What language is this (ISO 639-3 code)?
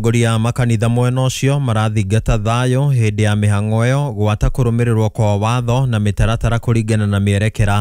kik